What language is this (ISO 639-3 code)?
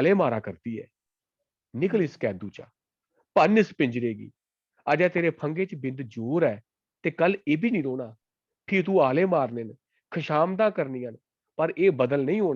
doi